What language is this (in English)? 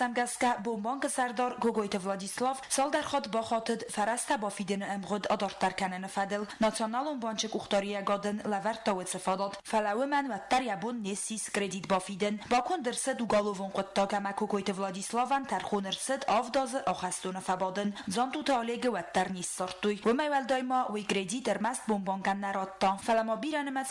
Ossetic